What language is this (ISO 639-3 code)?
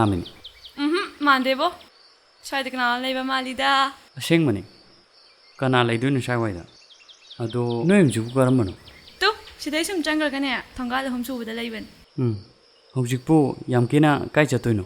mni